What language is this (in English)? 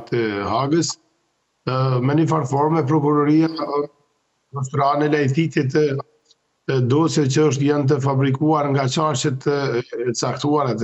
Albanian